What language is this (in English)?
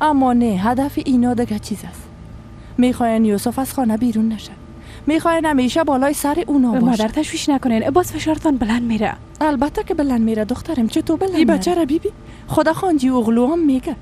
Persian